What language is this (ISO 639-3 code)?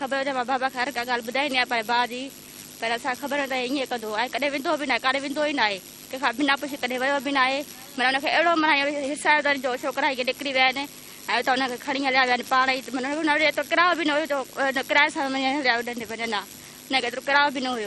snd